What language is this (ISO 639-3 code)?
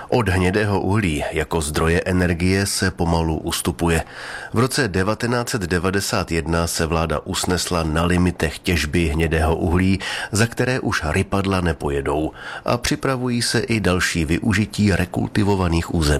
ces